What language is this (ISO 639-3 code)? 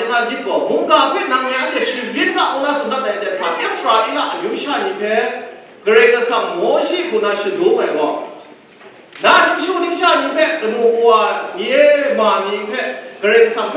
kac